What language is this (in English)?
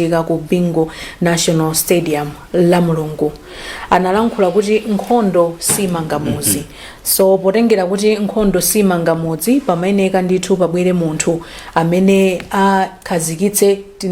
Nyanja